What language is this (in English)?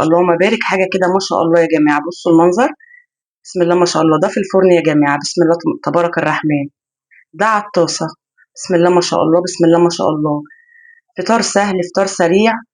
Egyptian Arabic